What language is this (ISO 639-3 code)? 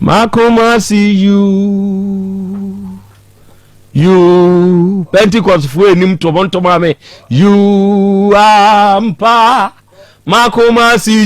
aka